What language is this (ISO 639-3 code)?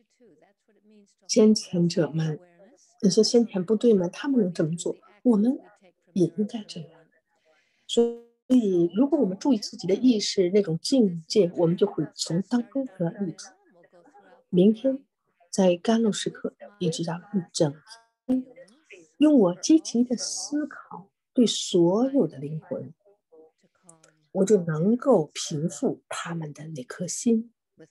zho